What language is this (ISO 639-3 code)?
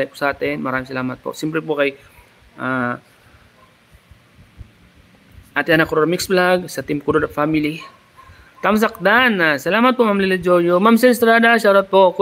fil